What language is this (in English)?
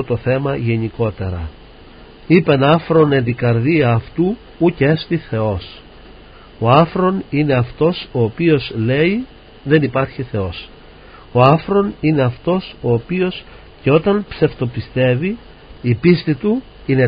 Greek